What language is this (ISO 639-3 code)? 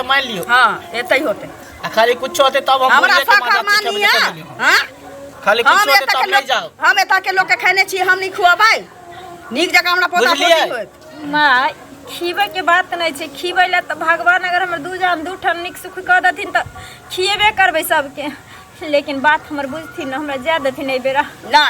mai